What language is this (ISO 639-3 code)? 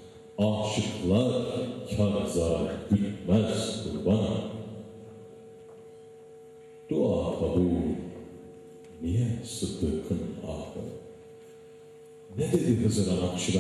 tur